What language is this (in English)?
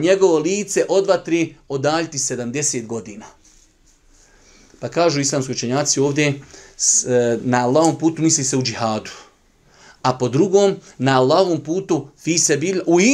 Bosnian